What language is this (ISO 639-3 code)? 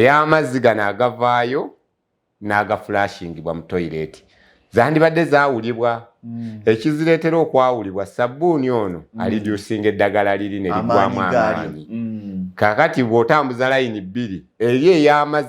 lug